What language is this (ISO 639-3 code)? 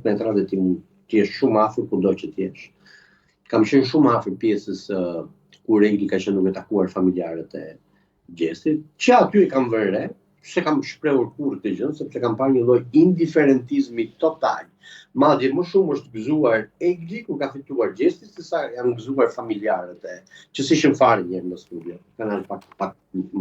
sqi